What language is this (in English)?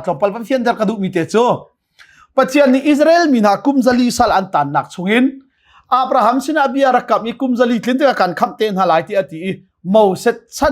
Hakha Chin